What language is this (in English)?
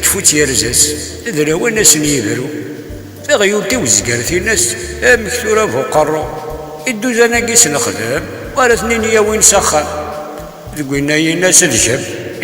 Kabyle